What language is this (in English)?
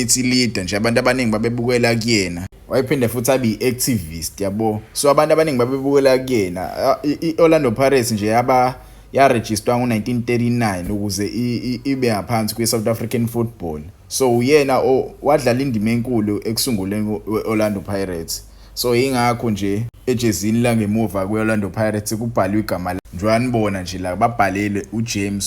Zulu